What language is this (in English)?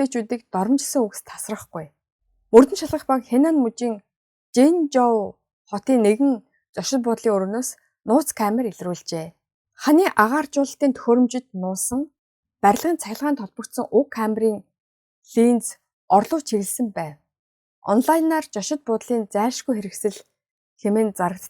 Mongolian